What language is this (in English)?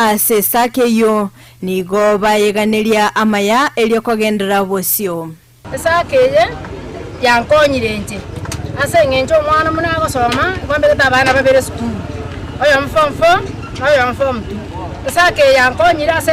Gusii